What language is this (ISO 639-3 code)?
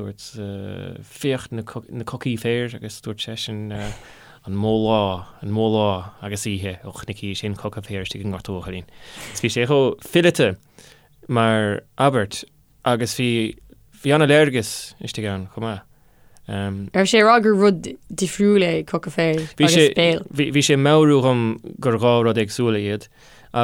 gle